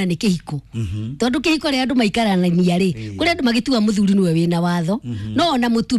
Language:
Kikuyu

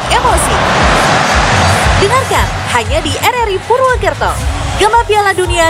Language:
Indonesian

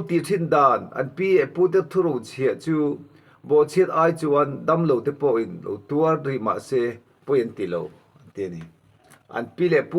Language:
Mizo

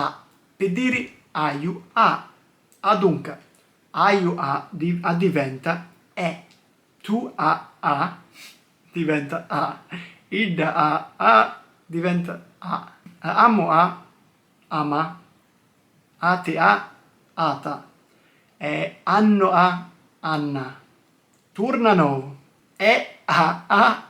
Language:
Sicilian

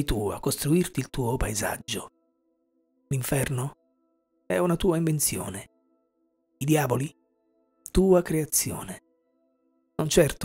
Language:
Italian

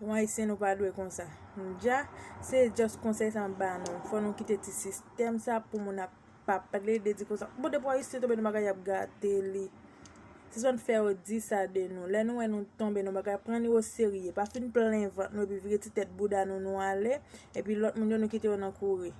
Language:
Haitian Creole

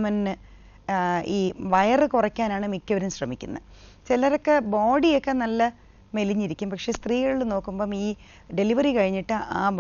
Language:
Malayalam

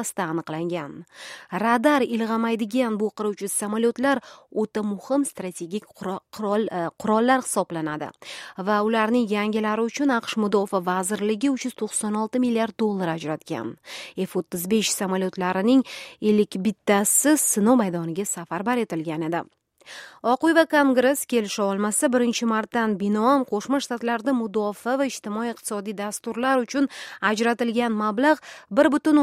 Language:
Uzbek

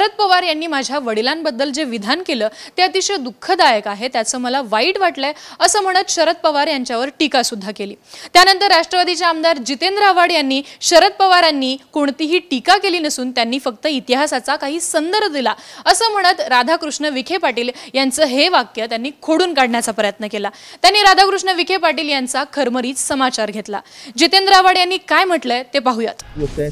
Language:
Marathi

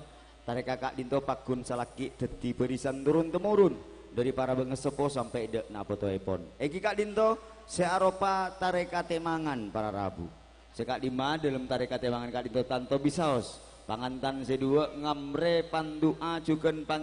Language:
Madurese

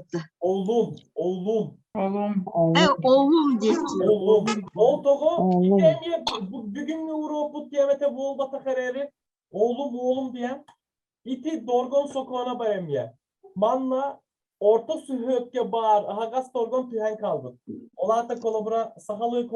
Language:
Yakut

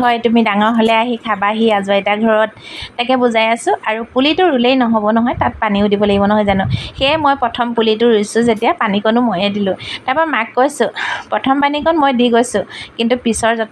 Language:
Assamese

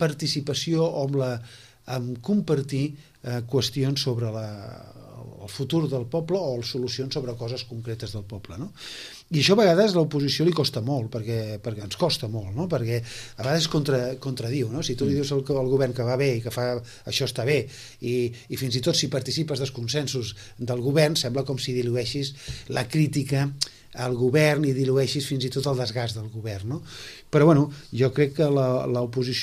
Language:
Catalan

